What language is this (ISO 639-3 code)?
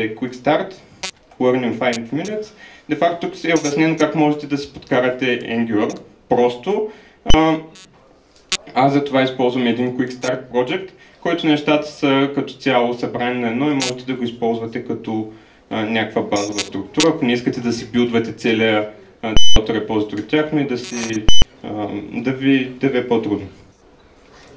bul